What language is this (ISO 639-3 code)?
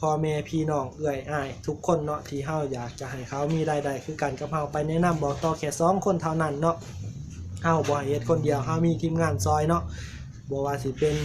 lao